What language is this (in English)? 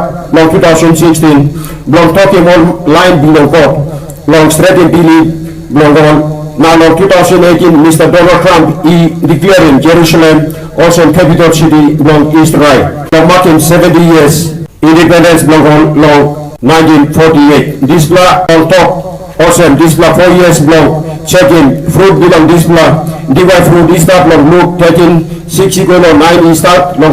Tok Pisin